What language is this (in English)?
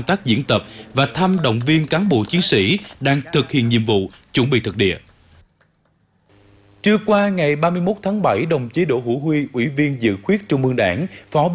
Vietnamese